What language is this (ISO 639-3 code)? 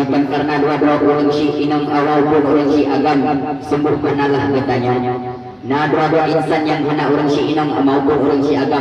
ace